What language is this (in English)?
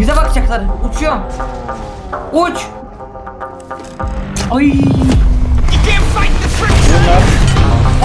Turkish